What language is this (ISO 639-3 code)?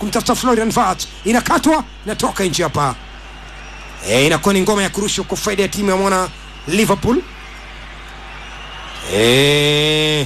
swa